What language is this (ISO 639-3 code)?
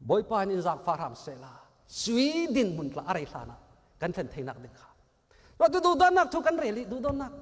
cnh